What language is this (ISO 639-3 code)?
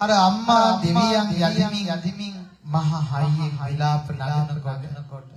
sin